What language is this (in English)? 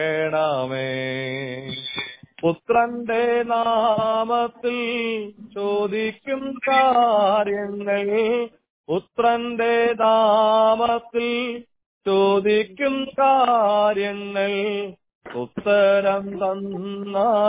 Malayalam